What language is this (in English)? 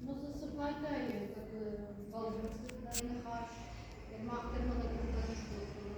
Ossetic